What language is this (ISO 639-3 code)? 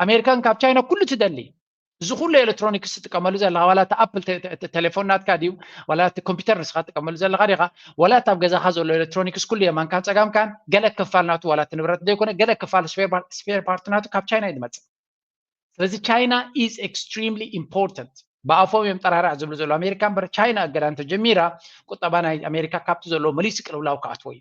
tir